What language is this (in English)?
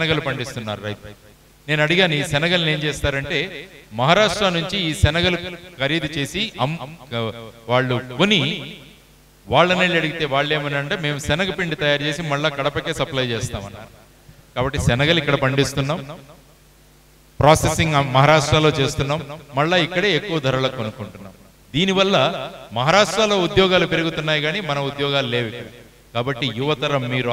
Telugu